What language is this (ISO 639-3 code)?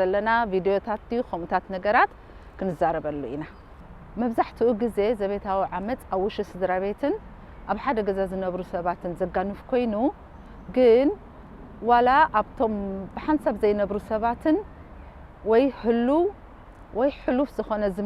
tir